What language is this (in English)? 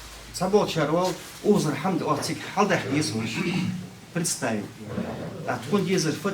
Ingush